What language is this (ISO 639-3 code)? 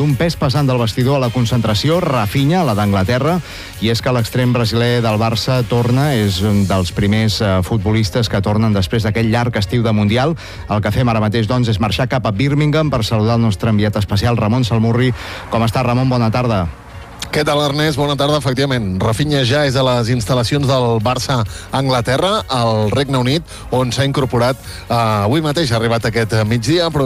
cat